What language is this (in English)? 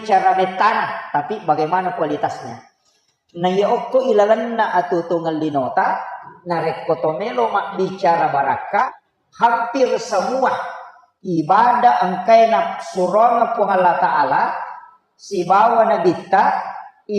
Buginese